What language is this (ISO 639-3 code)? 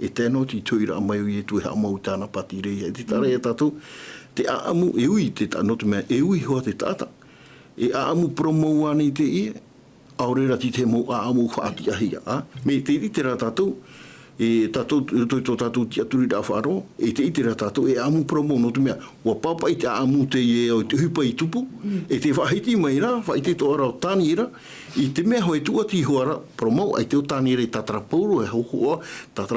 tah